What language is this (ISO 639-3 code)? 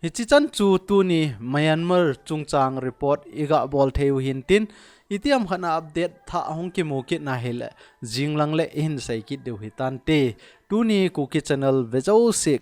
tcz